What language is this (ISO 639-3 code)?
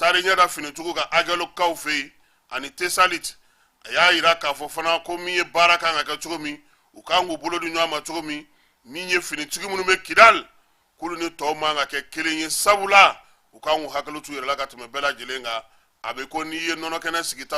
bam